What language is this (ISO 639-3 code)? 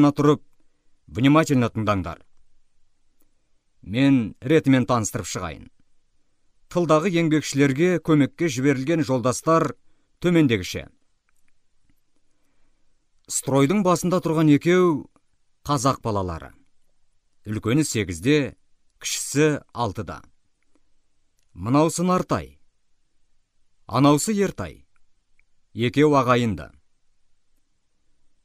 kaz